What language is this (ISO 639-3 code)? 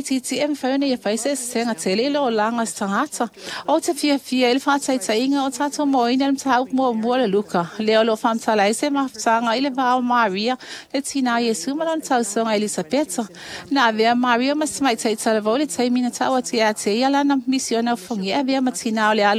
smo